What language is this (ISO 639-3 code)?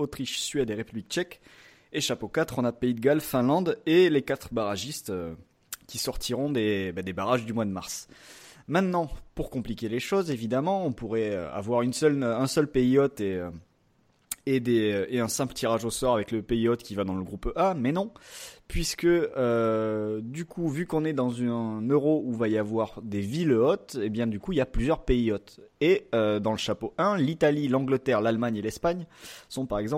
fra